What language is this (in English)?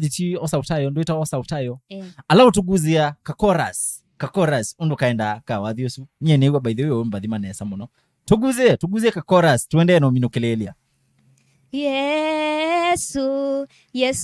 Kamba